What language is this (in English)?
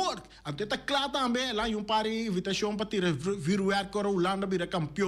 Papiamento